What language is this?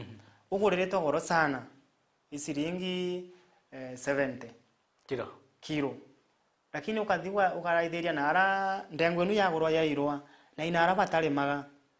Meru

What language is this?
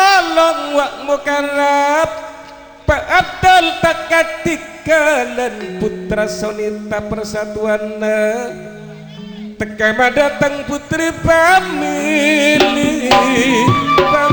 Madurese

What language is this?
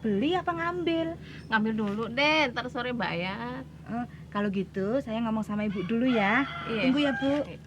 Betawi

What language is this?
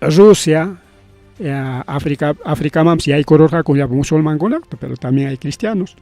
Ayacucho Quechua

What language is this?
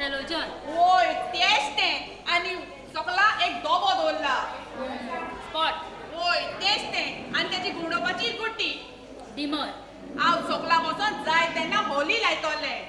Konkani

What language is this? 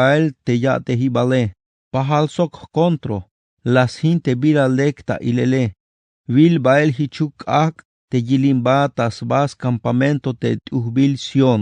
Tzeltal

